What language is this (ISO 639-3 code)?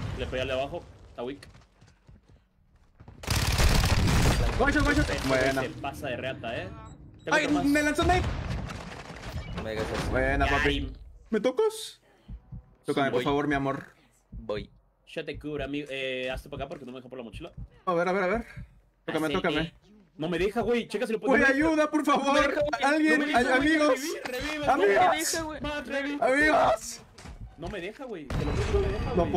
spa